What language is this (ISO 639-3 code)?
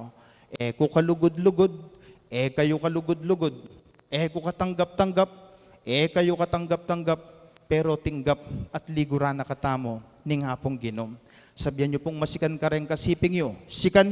pam